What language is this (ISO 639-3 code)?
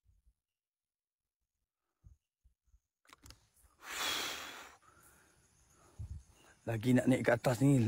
msa